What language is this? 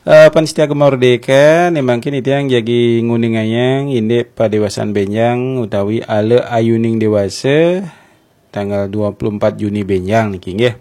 Balinese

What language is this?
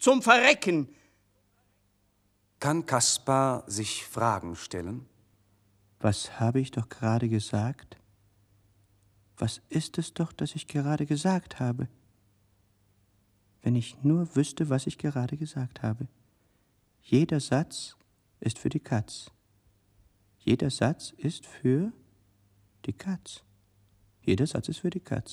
German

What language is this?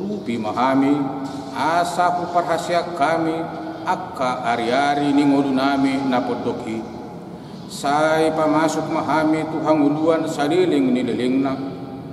Batak Toba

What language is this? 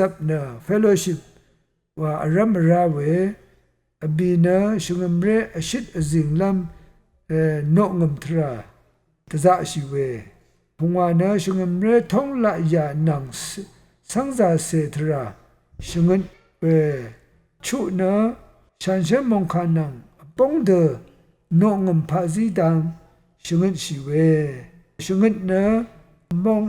Rawang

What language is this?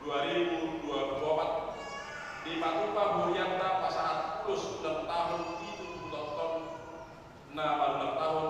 Batak Toba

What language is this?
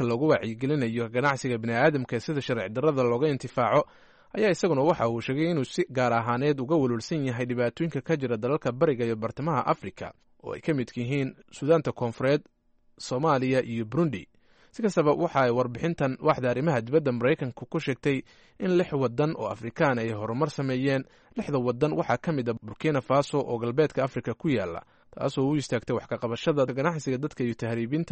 Somali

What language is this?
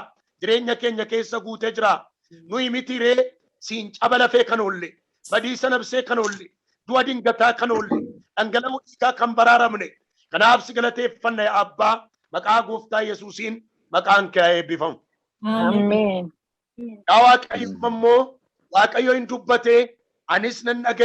Oromo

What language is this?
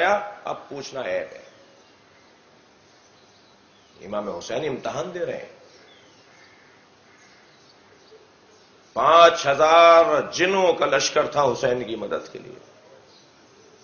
Urdu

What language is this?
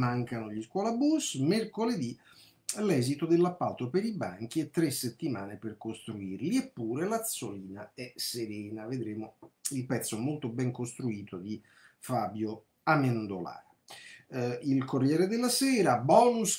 Italian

